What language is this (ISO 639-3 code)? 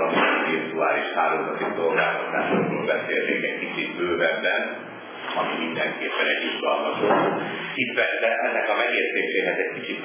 hun